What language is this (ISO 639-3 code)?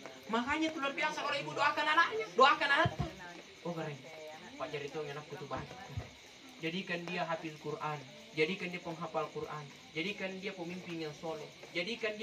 mak